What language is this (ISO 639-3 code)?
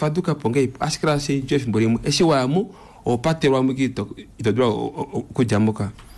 kua